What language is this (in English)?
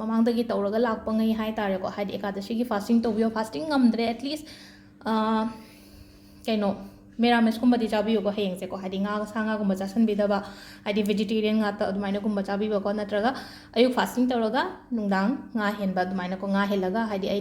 Manipuri